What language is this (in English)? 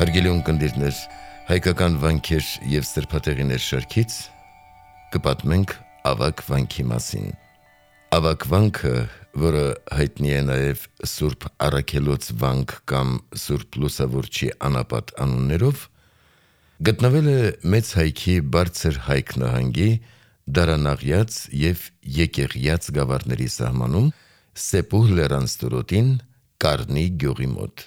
Armenian